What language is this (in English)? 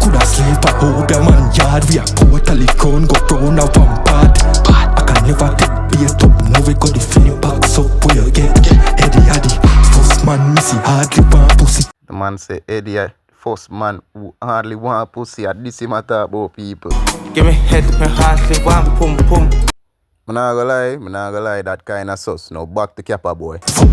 Jamaican Creole English